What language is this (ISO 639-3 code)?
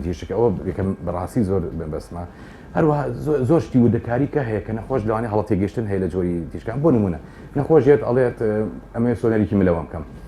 ckb